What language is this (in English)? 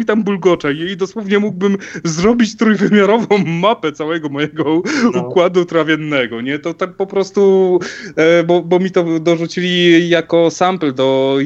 Polish